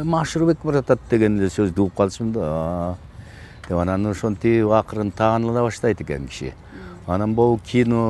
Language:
Kyrgyz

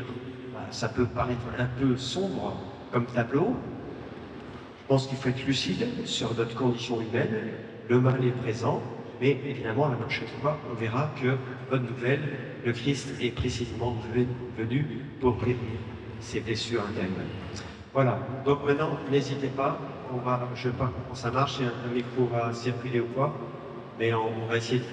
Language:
French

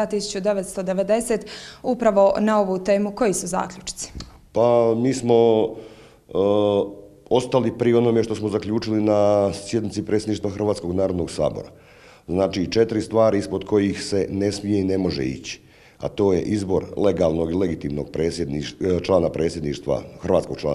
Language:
Croatian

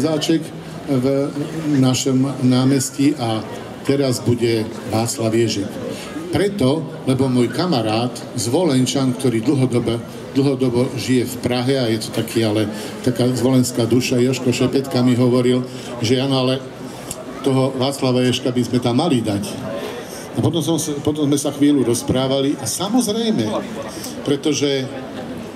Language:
Slovak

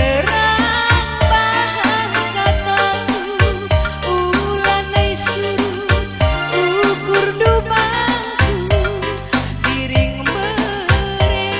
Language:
Batak Karo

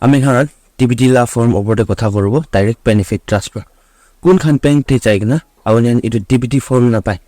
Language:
Naga Pidgin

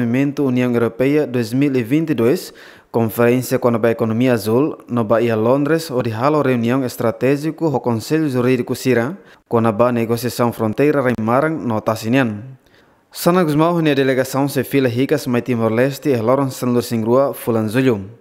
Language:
Tetum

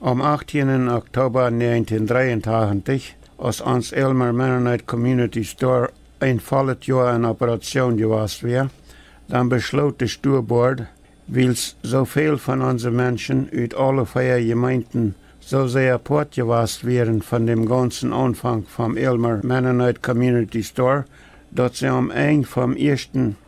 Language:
Plautdietsch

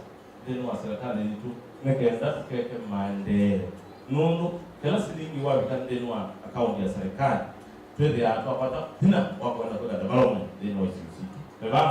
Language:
Kamba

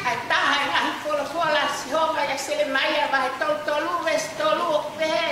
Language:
Tongan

